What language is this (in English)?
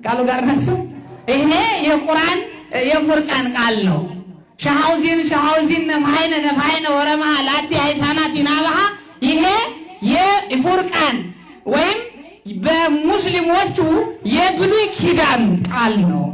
Amharic